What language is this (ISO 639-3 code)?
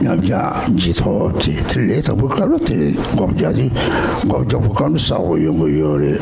bod